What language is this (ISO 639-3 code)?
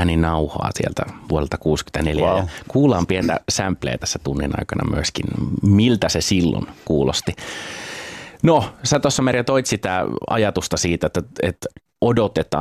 fin